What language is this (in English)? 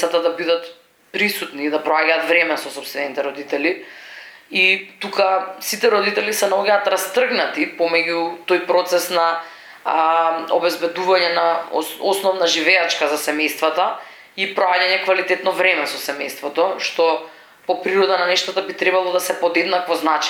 Macedonian